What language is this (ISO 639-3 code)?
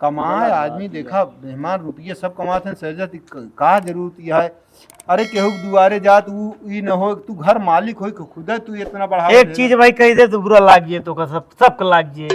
awa